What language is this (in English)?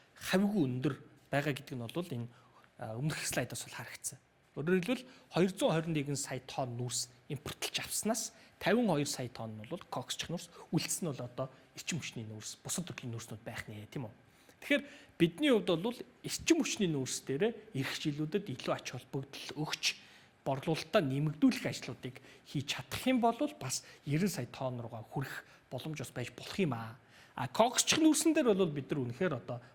Mongolian